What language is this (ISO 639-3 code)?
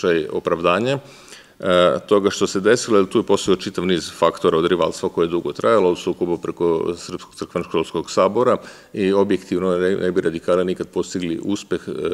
srp